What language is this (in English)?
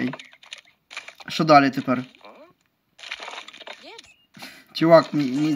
Ukrainian